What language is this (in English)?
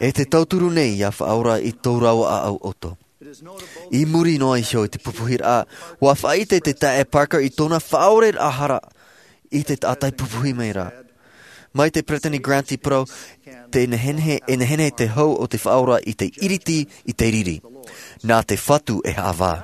Tahitian